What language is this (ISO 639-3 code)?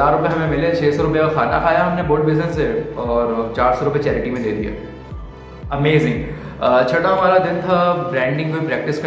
hin